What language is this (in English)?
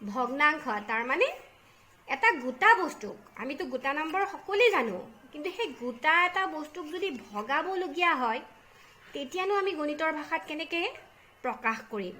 Assamese